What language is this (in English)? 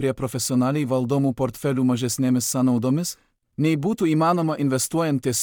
Lithuanian